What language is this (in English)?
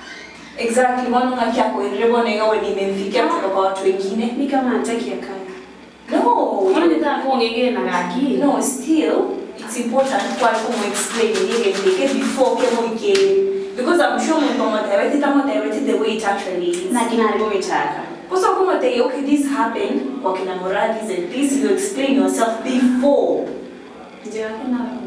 Gusii